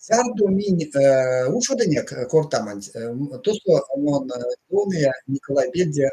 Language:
Erzya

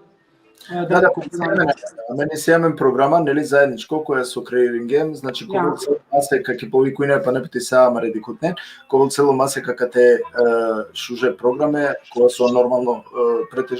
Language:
Balkan Romani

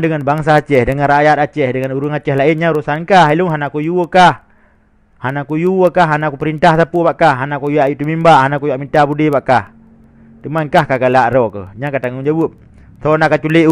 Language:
Achinese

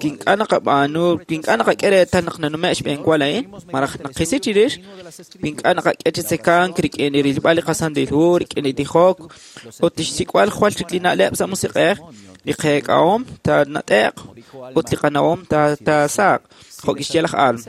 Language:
Kekchí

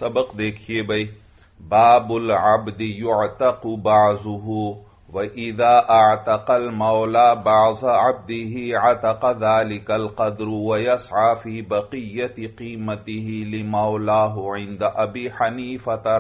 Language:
Urdu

